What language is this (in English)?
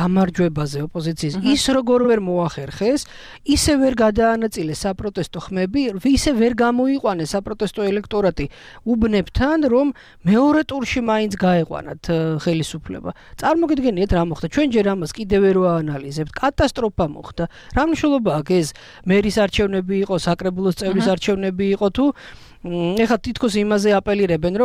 Georgian